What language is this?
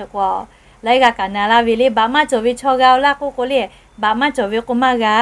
Lahu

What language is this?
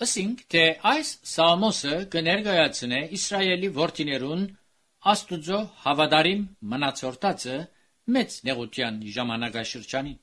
Armenian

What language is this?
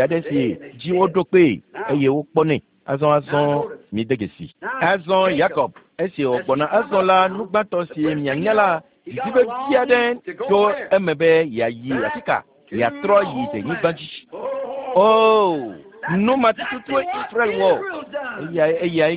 Ewe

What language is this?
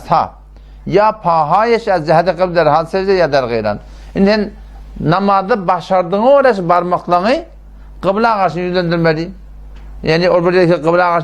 Turkmen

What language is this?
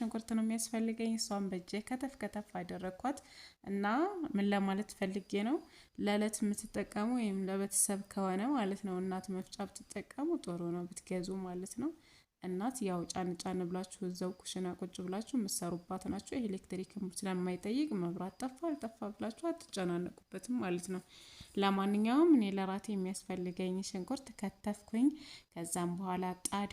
Amharic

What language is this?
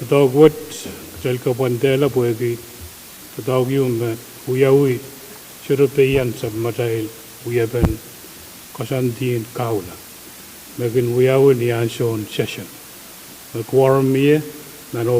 Pohnpeian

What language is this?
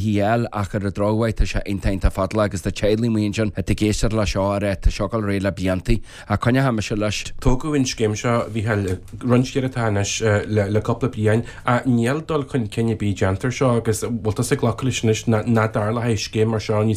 Irish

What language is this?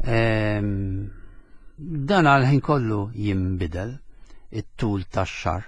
Maltese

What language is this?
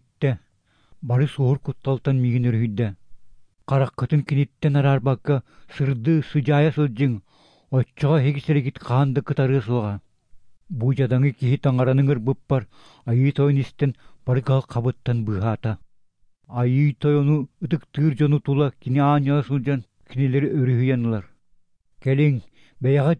Yakut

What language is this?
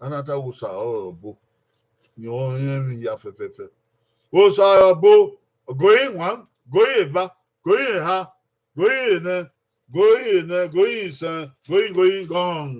Bini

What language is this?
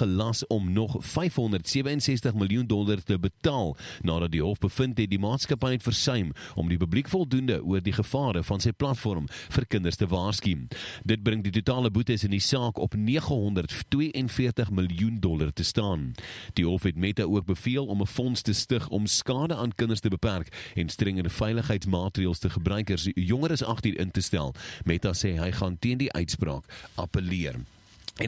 Afrikaans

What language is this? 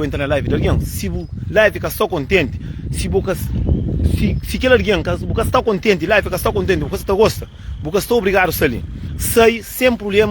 Kabuverdianu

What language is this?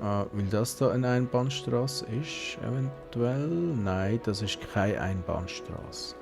Swiss German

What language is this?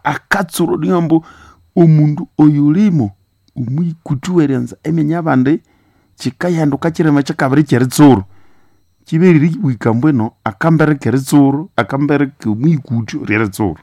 Nande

